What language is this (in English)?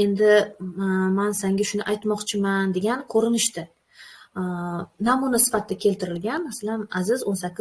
Uzbek